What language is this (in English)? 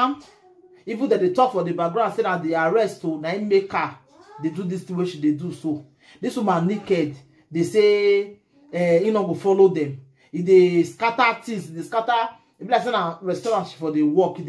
Nigerian Pidgin